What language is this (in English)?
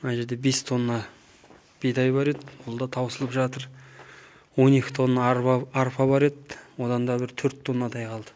Kazakh